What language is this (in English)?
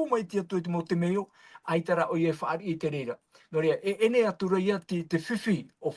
Tahitian